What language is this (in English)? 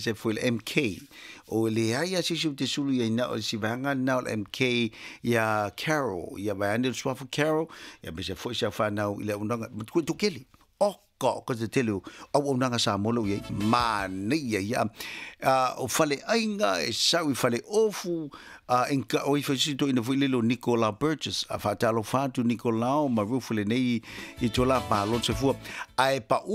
Samoan